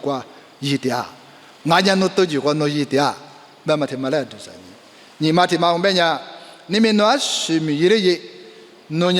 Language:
Lisu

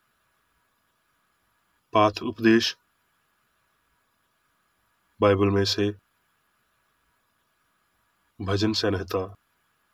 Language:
Hindi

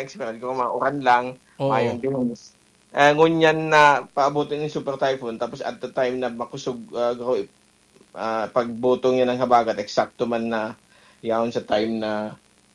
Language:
Bikol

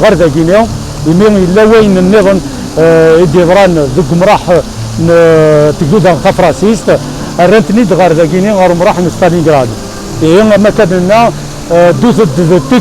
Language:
Kabyle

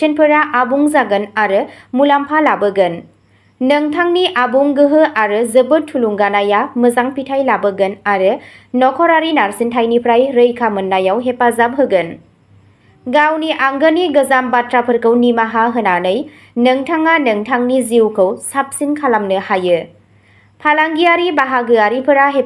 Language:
Bodo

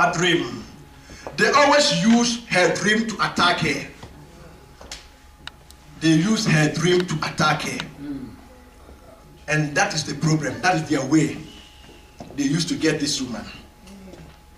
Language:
English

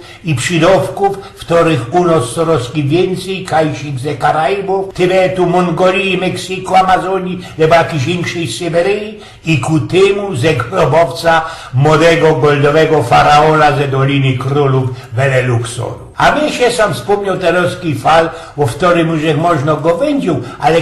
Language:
Silesian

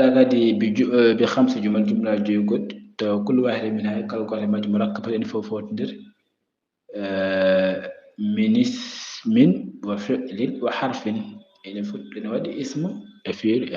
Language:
Fula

